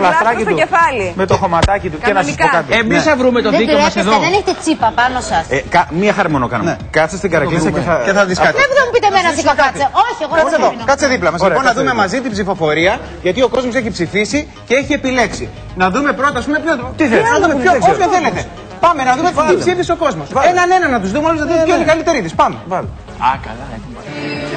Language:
Greek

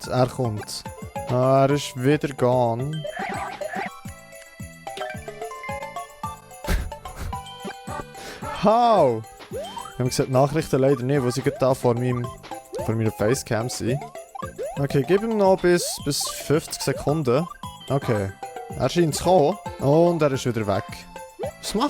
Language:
Swiss German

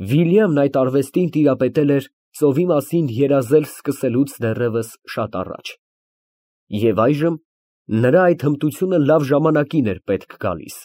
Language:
Armenian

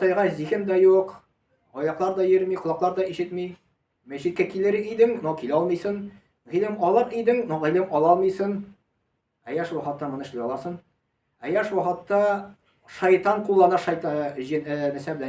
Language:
Tatar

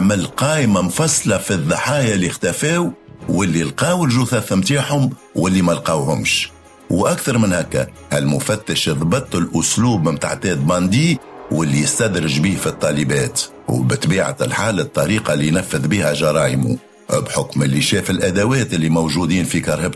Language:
Tunisian Arabic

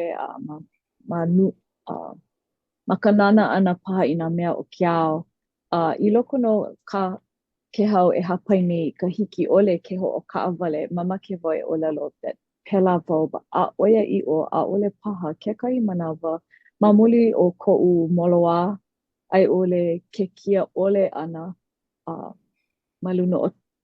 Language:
Hawaiian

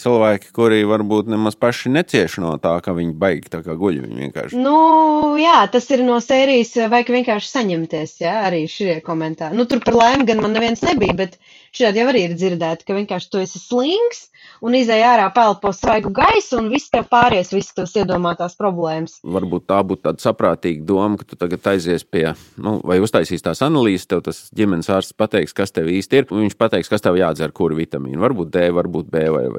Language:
Latvian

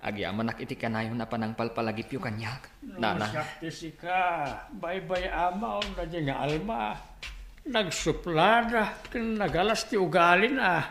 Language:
Iloko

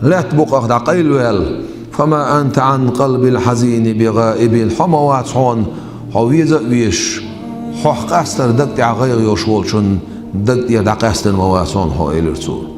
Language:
Chechen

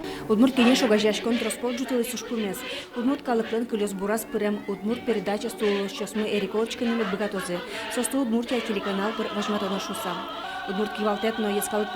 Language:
Udmurt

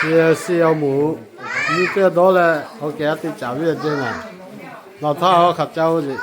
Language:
Lahu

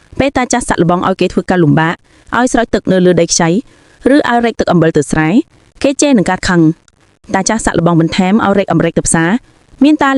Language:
Khmer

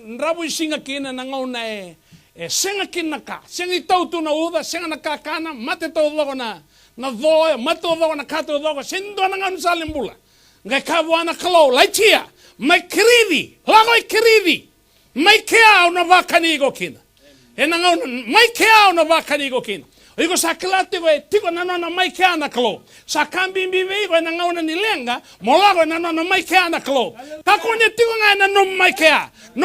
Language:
Fijian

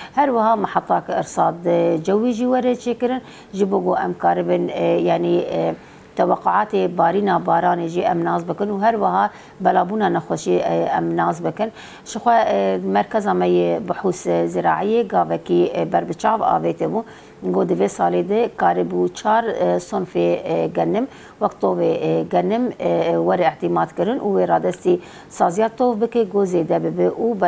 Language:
Kurdish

